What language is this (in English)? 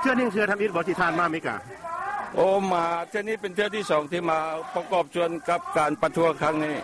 Lao